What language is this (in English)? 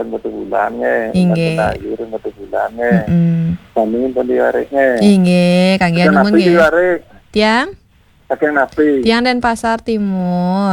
Balinese